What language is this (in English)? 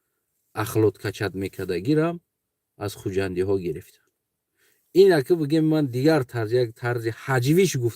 Tajik